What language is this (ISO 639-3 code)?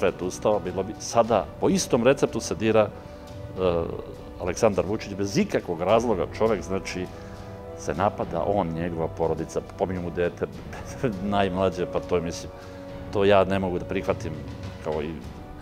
srp